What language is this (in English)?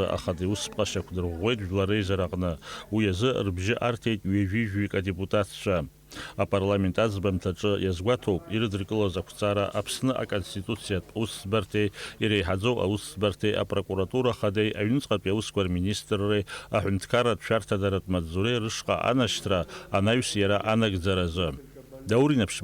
Abkhazian